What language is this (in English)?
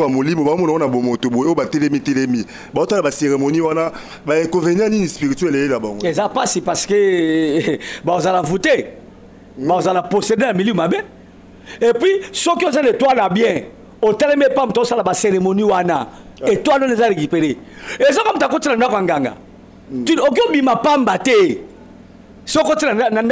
Lingala